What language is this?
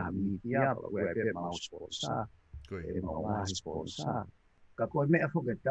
Tongan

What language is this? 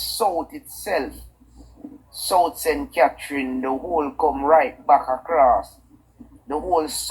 Jamaican Creole English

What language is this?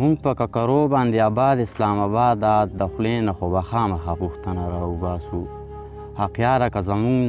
Pashto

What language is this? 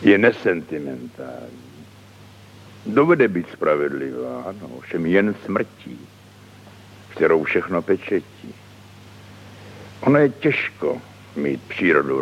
Czech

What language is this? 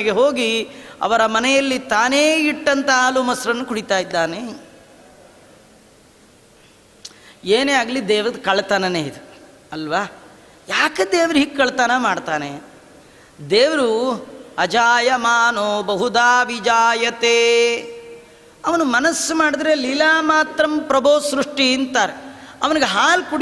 Kannada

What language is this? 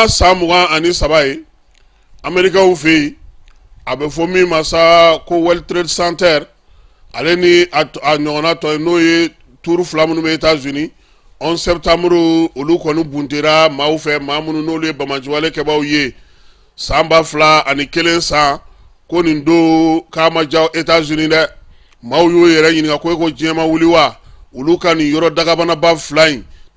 Bambara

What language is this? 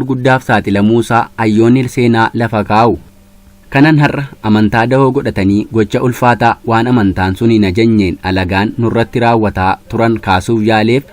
Oromo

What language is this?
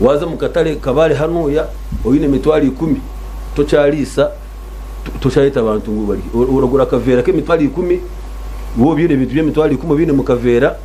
Nyankole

